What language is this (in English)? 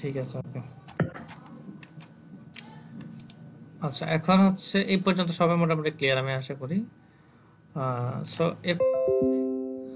Bangla